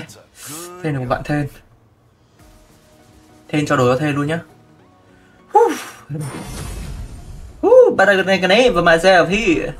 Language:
Vietnamese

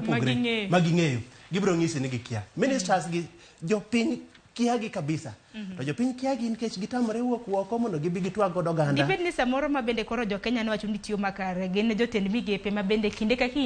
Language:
Luo (Kenya and Tanzania)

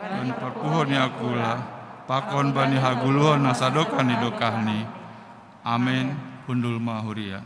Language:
Batak Simalungun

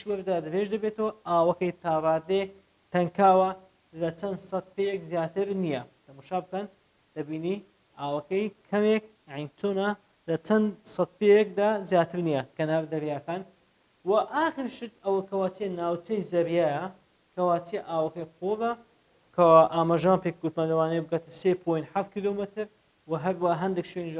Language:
Central Kurdish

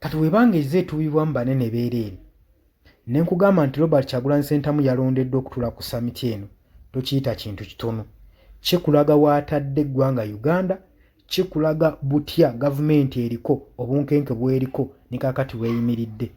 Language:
Ganda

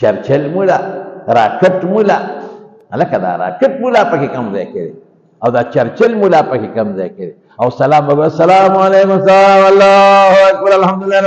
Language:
Pashto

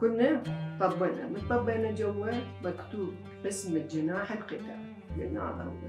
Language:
Mesopotamian Arabic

